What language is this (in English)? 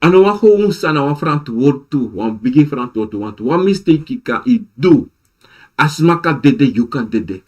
Sranan Tongo